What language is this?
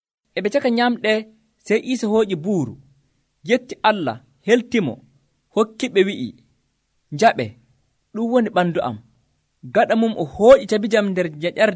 Nigerian Fulfulde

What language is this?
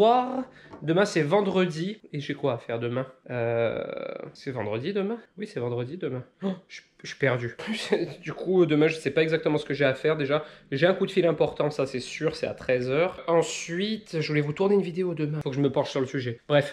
French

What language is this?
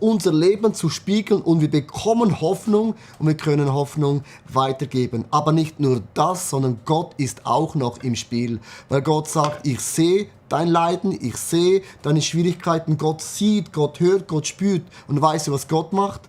Swiss German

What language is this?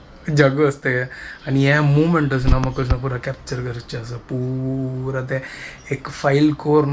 Konkani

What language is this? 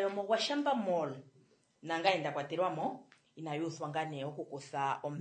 Kuanyama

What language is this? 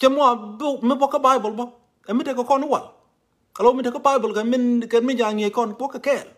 Nuer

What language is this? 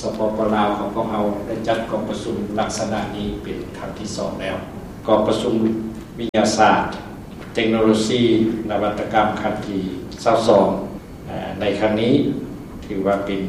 Lao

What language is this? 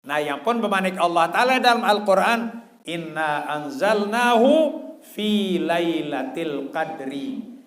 Sasak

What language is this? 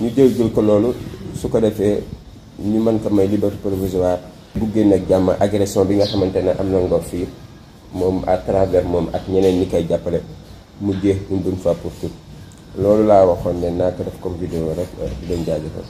Wolof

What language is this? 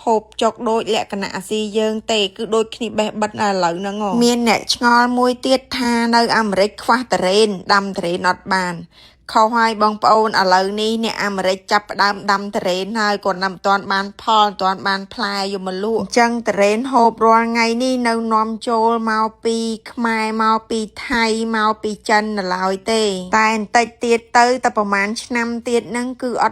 Khmer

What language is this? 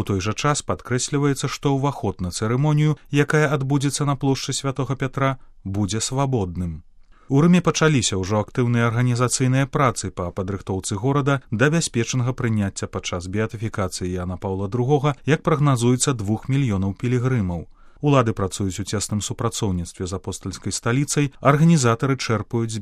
Belarusian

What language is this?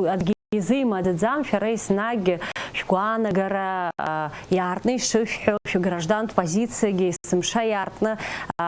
Abkhazian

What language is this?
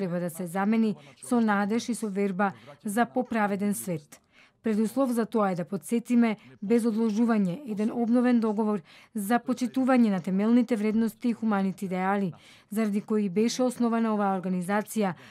Macedonian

